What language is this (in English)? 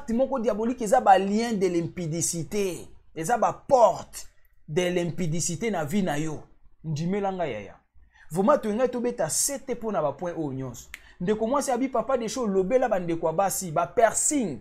Lingala